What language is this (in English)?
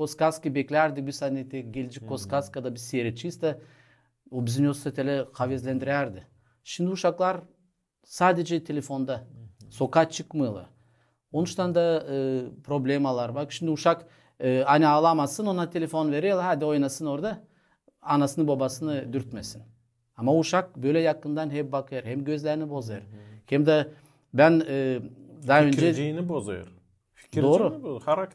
Gagauz